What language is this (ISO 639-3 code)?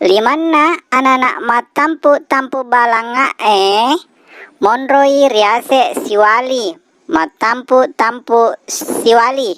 bug